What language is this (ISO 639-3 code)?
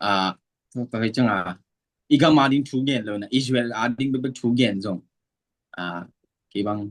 ctd